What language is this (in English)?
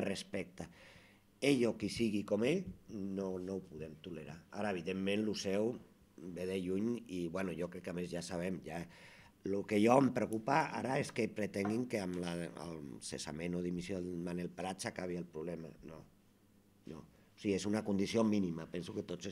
Catalan